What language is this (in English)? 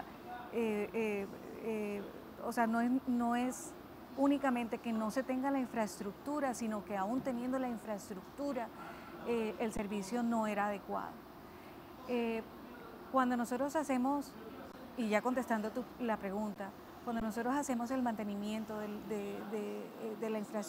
Spanish